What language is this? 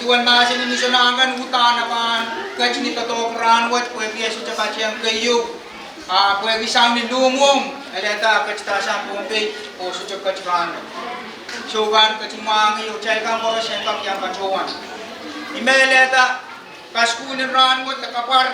Pohnpeian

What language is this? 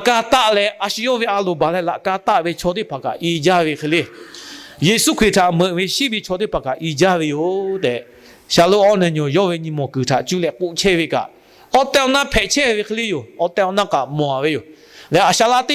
Lahu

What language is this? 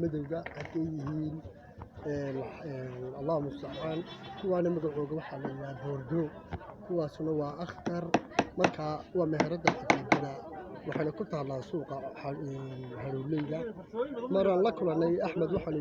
Somali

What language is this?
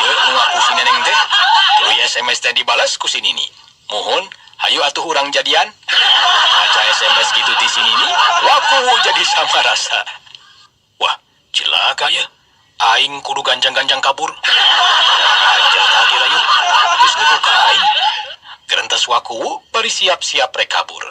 Sundanese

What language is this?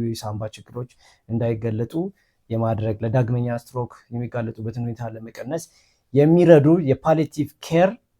Amharic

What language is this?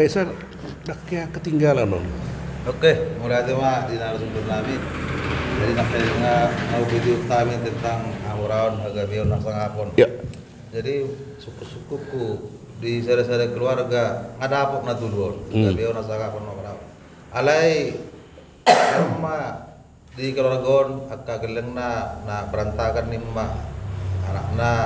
Batak Toba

